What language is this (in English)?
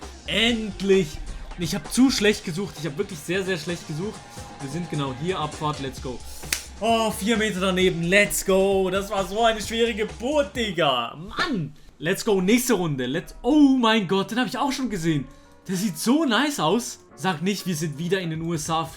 Swiss German